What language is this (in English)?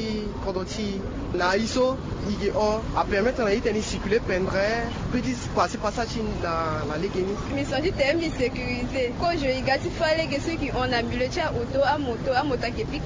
Sango